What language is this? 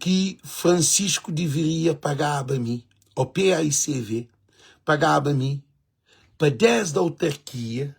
Kabuverdianu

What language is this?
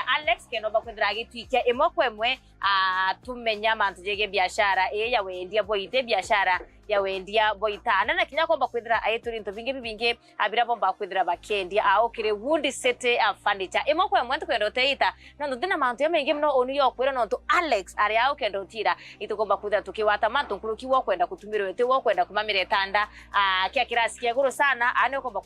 Meru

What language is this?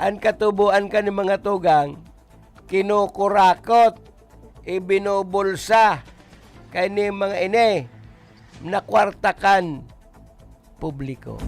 Bikol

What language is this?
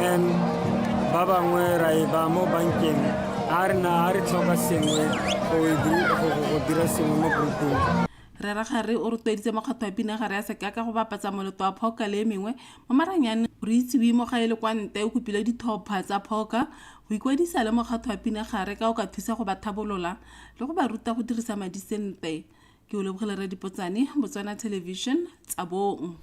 Tswana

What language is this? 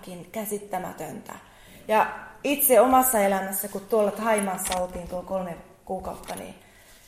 Finnish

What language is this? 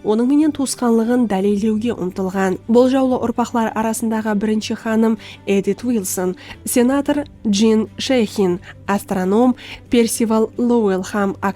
Kara-Kalpak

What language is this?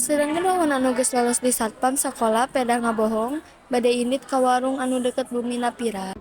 Sundanese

